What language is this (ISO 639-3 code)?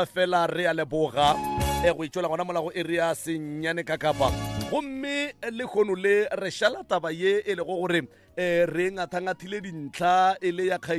nso